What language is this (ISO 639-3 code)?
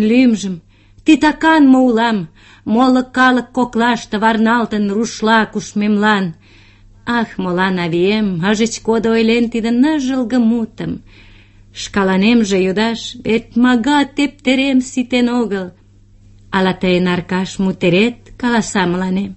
chm